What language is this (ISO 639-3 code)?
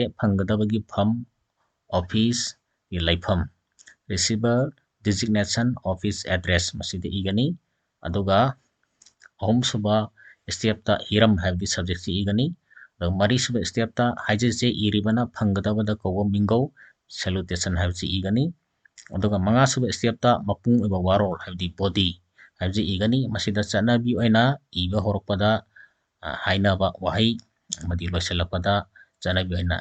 mni